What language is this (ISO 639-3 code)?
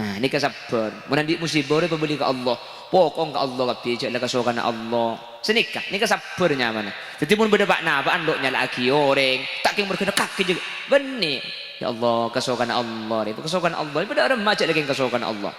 mad